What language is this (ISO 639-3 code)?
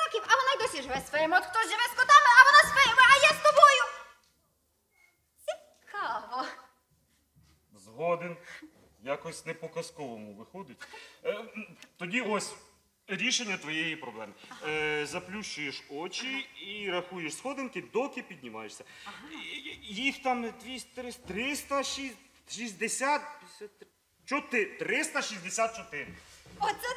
ukr